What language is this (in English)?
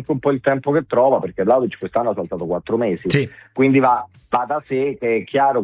Italian